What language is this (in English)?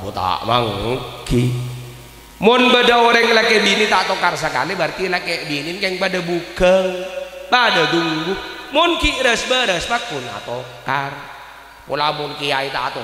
Madurese